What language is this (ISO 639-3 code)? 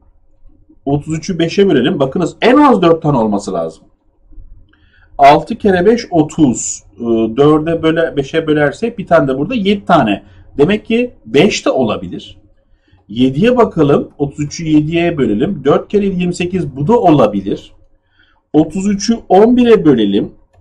tur